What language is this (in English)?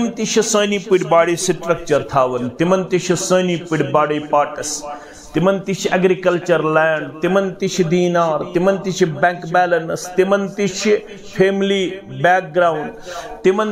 Kashmiri